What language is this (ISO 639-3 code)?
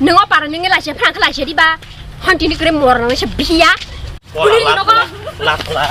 trp